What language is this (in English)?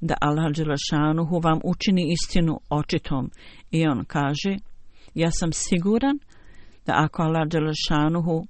Bosnian